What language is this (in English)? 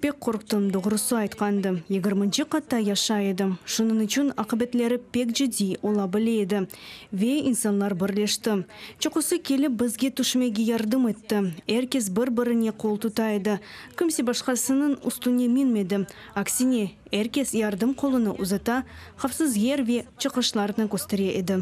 Crimean Tatar